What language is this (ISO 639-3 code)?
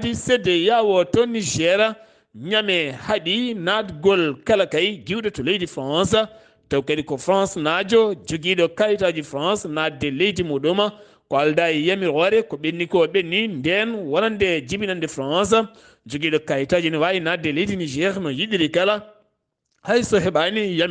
ful